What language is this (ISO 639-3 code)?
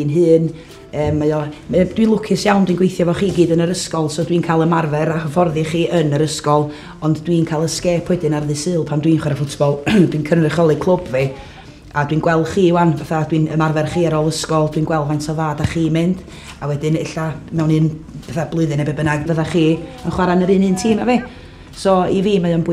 cym